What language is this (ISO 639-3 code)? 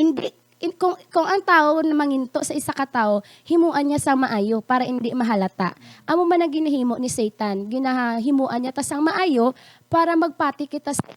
hil